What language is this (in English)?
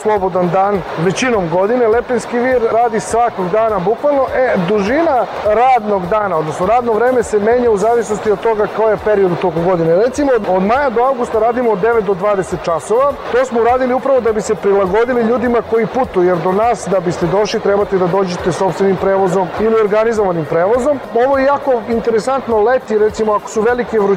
Serbian